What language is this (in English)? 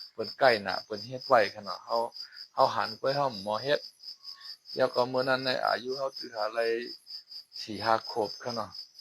Shan